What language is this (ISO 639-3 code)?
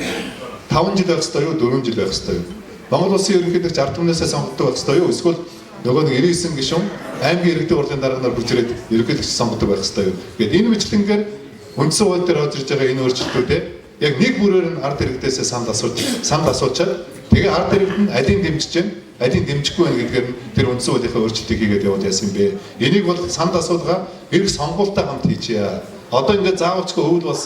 mon